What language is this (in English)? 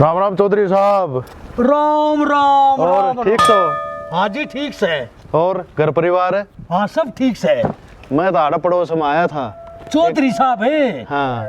Haryanvi